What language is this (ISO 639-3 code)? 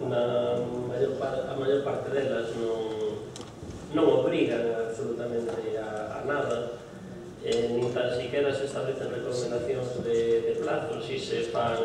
glg